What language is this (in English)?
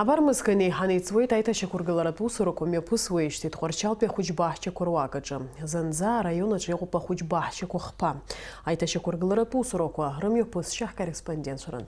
Abkhazian